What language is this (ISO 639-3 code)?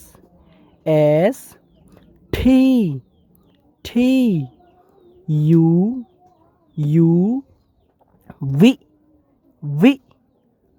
rhg